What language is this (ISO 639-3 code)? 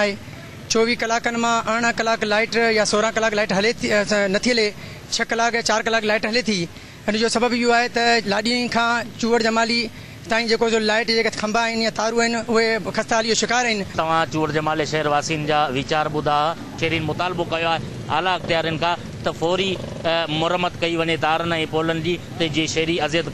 snd